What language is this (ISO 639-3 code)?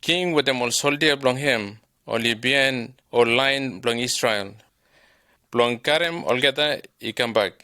bis